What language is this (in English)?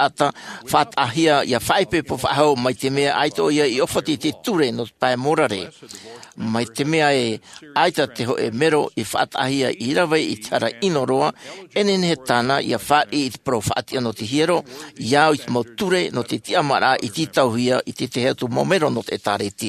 Tahitian